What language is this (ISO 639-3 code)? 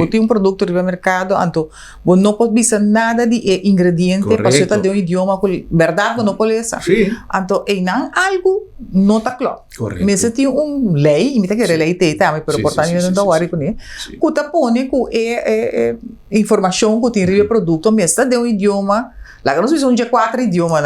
pap